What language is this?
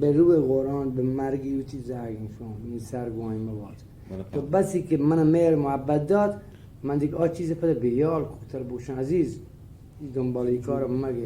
Eastern Balochi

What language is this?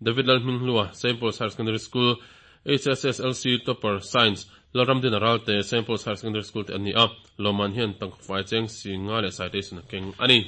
Mizo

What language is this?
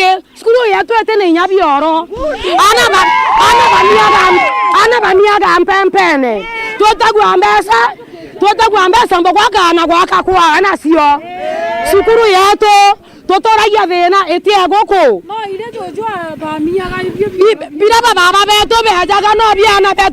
Meru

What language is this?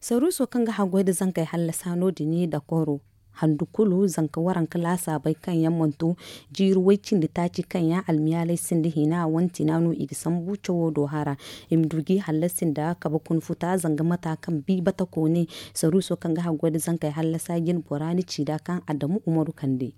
Zarma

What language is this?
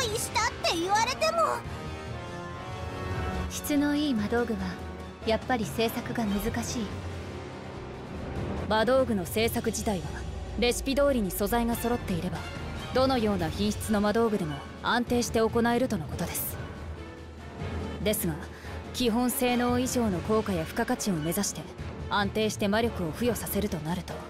Japanese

